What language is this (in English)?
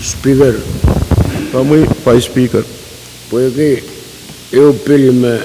Pohnpeian